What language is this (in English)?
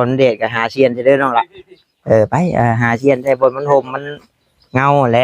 Northeastern Thai